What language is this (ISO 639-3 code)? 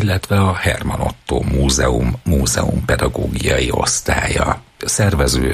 hun